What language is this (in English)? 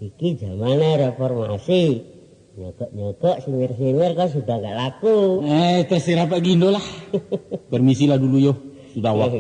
Minangkabau